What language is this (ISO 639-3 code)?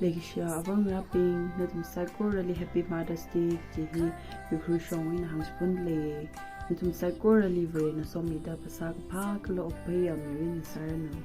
nmf